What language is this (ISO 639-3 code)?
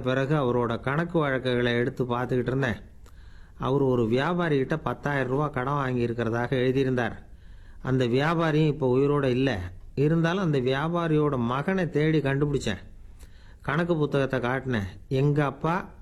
tam